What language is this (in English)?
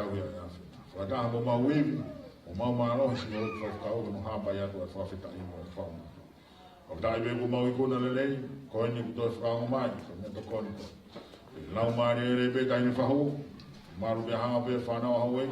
Tongan